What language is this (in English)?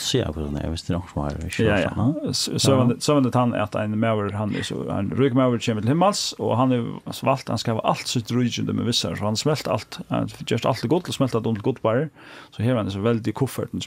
Faroese